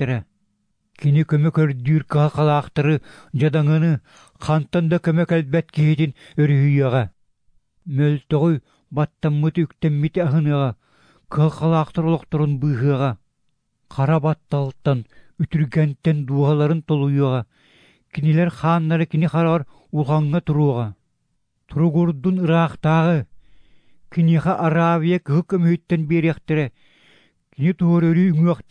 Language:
Yakut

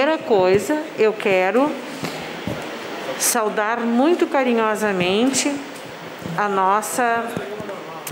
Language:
Portuguese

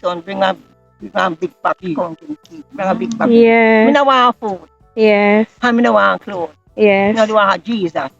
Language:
Jamaican Creole English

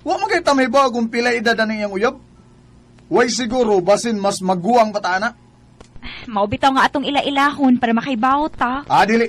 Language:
Cebuano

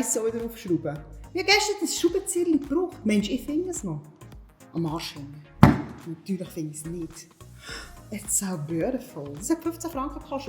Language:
Swiss German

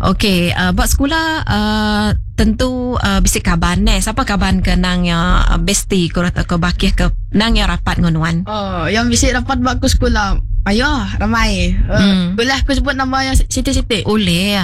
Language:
Iban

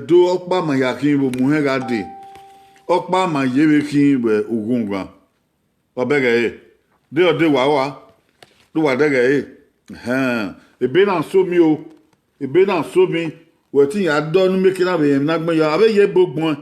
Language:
Bini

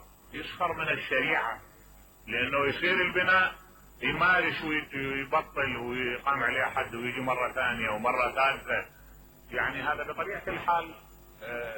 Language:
Mesopotamian Arabic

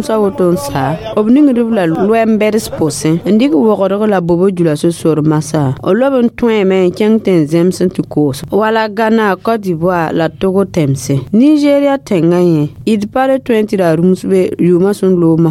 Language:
Mossi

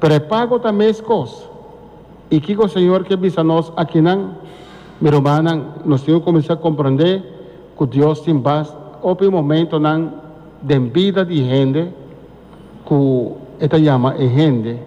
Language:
Papiamento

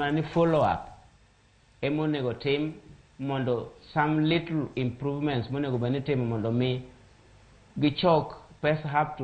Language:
Luo (Kenya and Tanzania)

